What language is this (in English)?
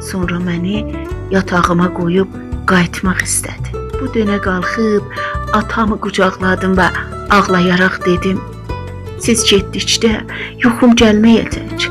South Azerbaijani